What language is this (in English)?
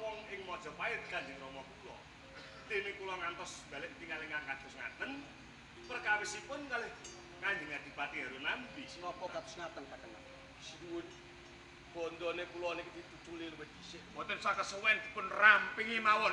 Javanese